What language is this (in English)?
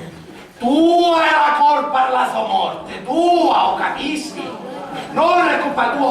Sicilian